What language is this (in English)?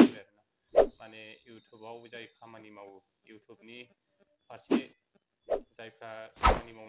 Bodo